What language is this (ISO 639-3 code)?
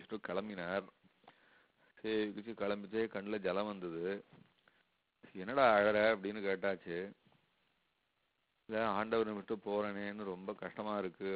tam